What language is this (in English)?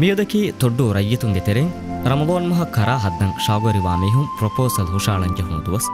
Divehi